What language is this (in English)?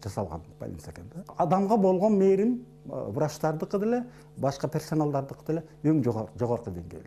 Kyrgyz